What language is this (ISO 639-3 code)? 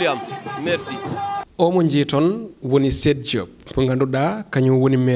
ful